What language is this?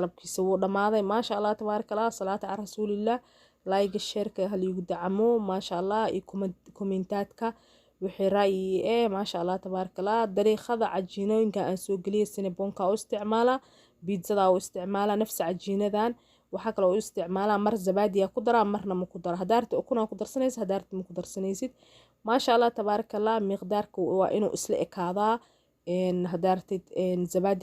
Somali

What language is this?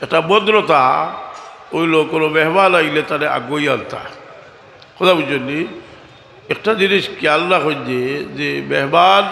Sylheti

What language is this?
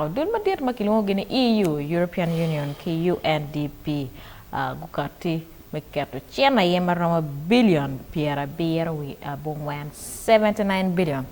Acoli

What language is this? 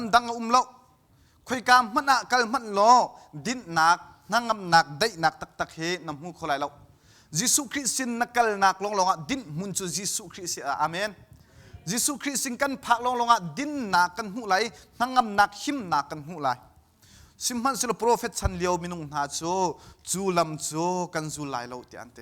Hakha Chin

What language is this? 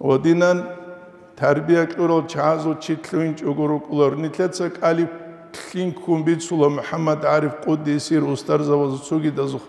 Avaric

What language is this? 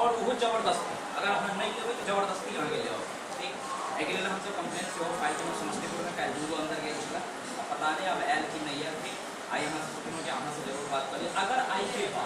Maithili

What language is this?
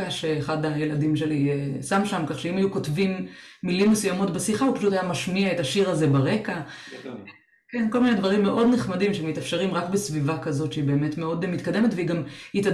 Hebrew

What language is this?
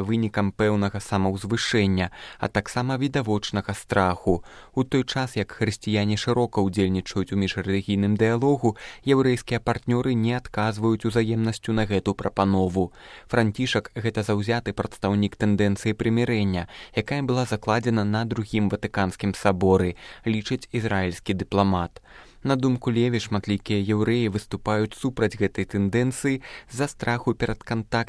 Belarusian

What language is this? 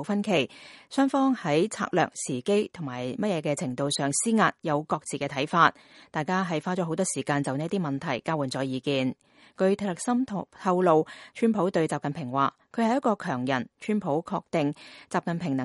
Cantonese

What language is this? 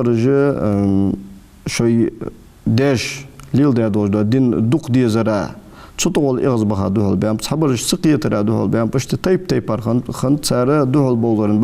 Ingush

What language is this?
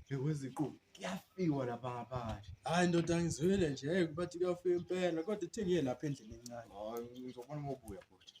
Zulu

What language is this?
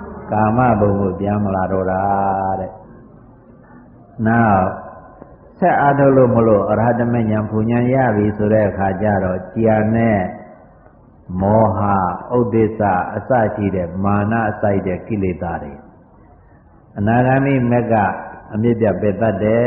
Burmese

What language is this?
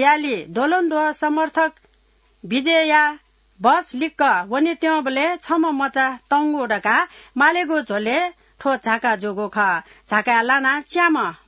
Newari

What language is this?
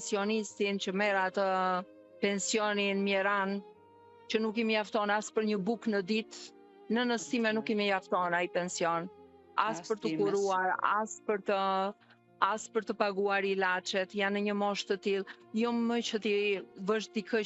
Albanian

